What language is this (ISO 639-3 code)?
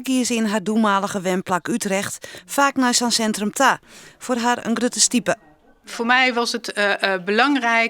fry